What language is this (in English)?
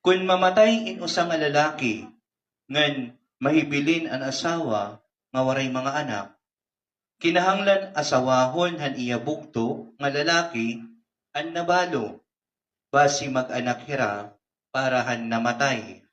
Waray